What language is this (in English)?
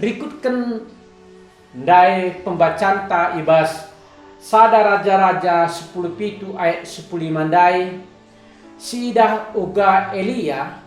Batak Karo